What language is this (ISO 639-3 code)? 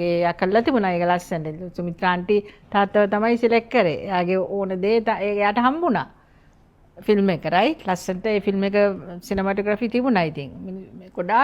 sin